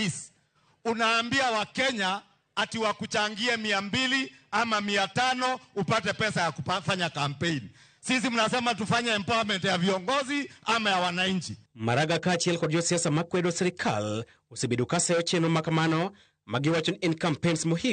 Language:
Luo (Kenya and Tanzania)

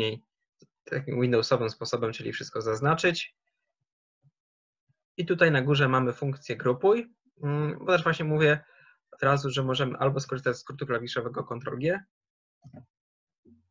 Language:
Polish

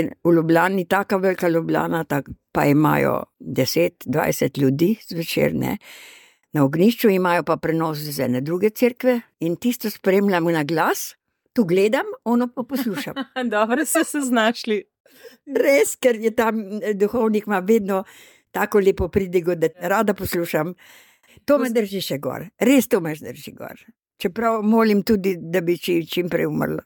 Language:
Slovenian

